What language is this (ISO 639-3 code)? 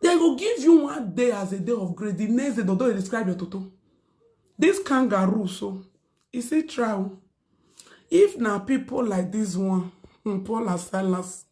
pcm